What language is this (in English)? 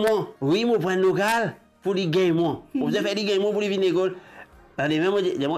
Morisyen